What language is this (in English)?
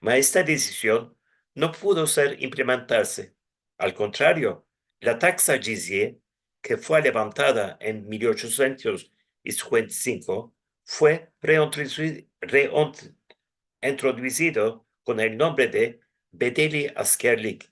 Ladino